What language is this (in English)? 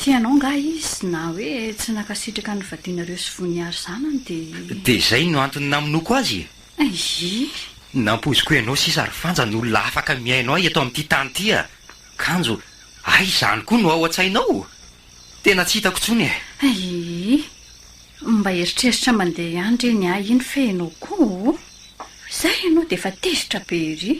Malagasy